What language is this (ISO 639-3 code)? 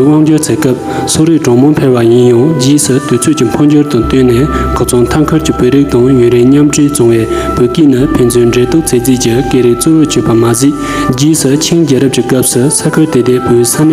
bod